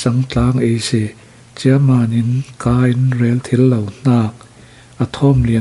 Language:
Falam Chin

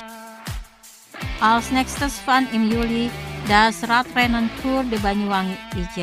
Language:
German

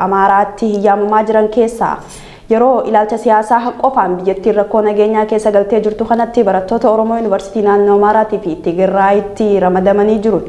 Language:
Oromo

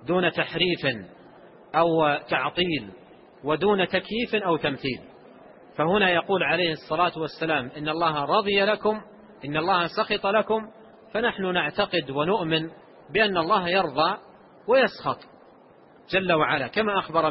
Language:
Arabic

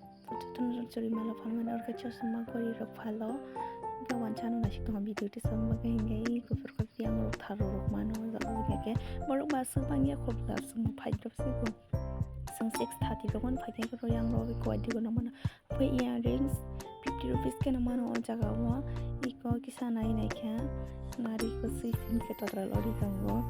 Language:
Kok Borok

